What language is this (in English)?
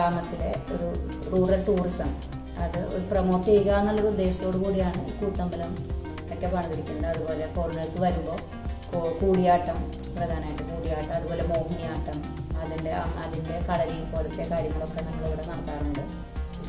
Malayalam